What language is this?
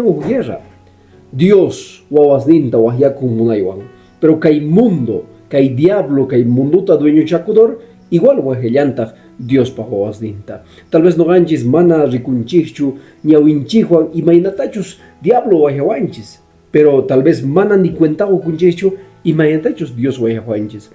Quechua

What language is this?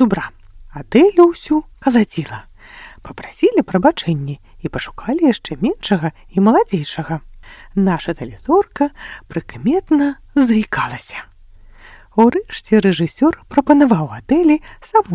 Belarusian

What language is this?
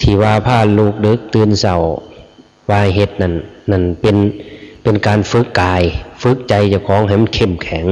Lao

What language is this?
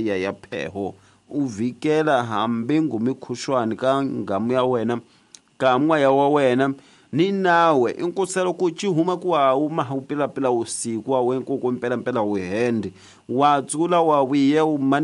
Tsonga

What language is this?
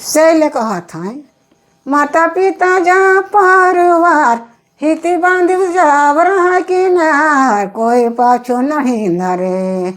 Sadri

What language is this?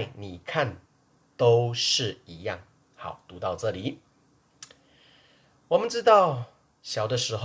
Chinese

